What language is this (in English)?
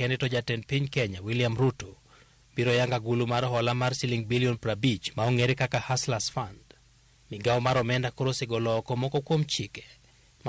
Luo (Kenya and Tanzania)